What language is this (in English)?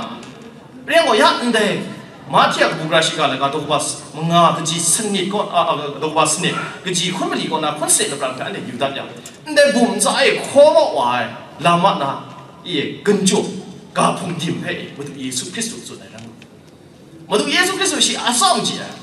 Thai